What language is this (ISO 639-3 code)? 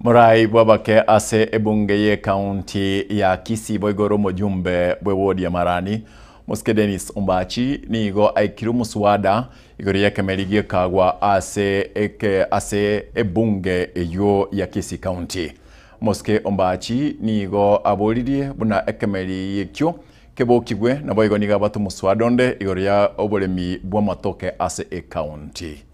guz